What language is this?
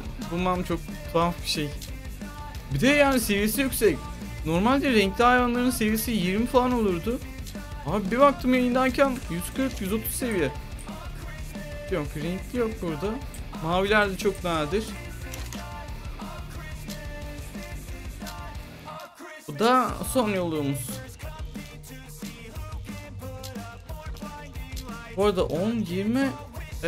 Turkish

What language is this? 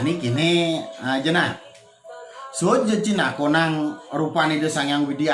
Balinese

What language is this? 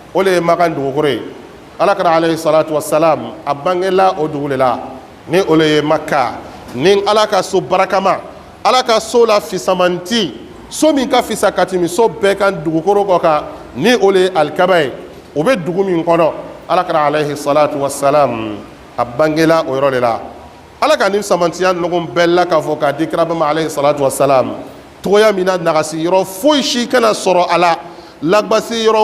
Bambara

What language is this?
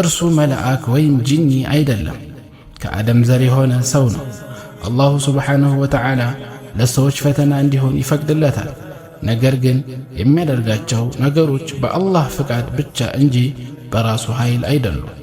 Amharic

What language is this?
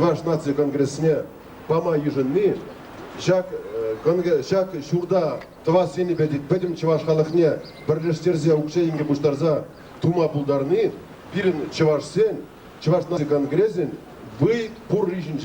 Chuvash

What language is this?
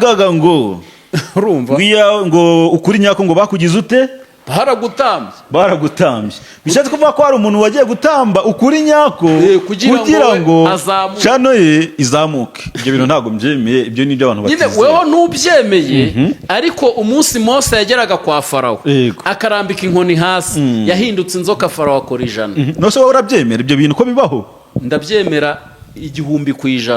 Kinyarwanda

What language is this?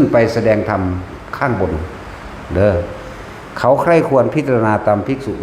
Northeastern Thai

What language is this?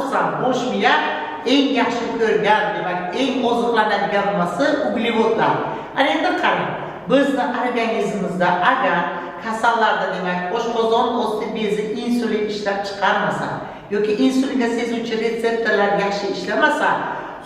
Uzbek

